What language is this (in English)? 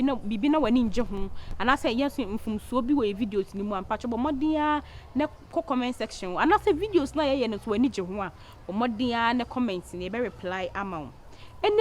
Akan